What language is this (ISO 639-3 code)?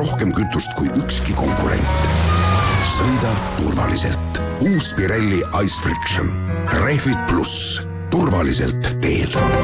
est